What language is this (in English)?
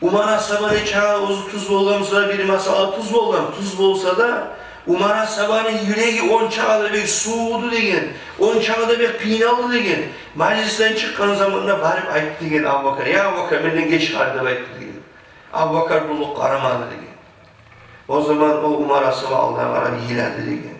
Kumyk